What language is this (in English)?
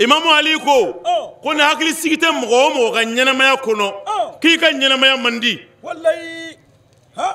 Bambara